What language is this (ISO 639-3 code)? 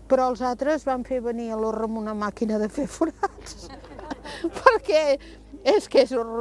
cat